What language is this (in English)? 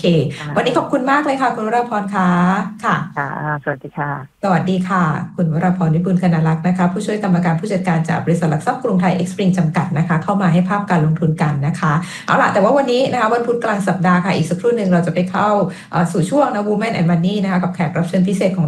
Thai